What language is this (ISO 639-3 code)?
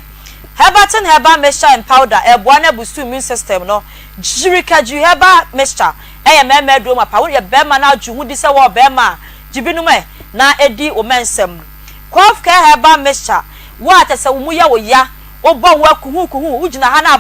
aka